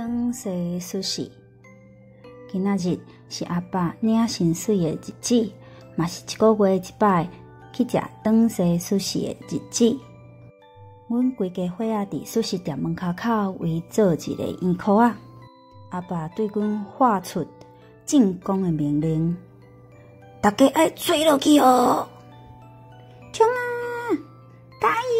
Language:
Min Nan Chinese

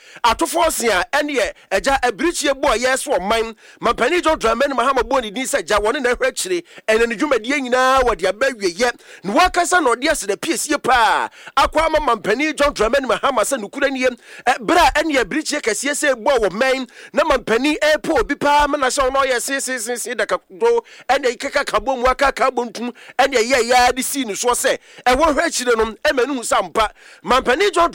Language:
Akan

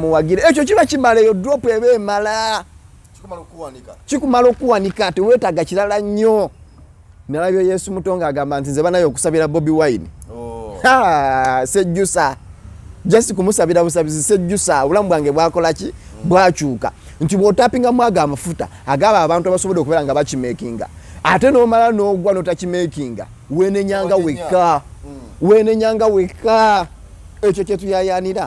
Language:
Ganda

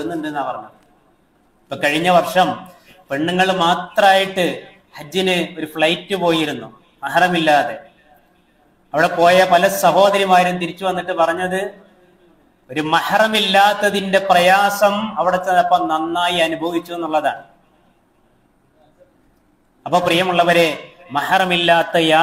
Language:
Malayalam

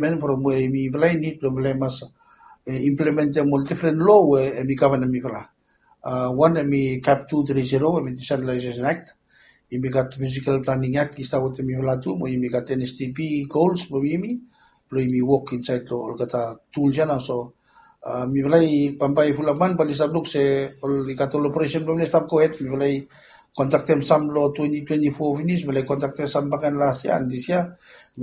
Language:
Bislama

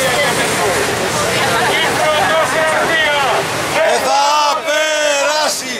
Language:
Greek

